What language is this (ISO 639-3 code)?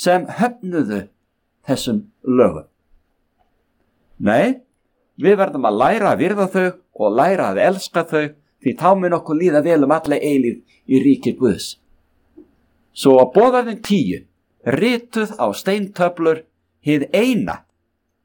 isl